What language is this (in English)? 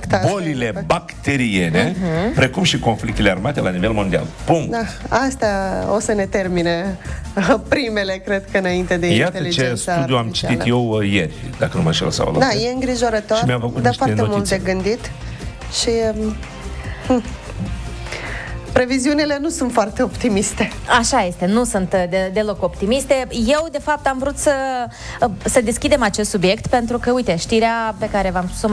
Romanian